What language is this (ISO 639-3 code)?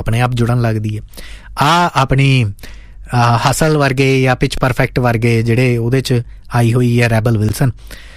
pan